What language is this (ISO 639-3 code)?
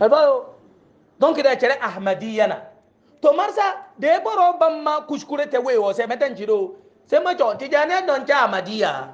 hau